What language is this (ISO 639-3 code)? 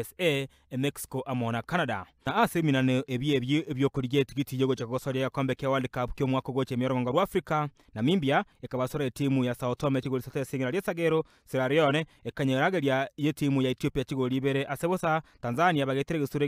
guz